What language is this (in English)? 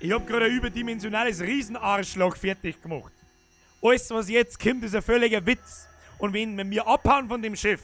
Bavarian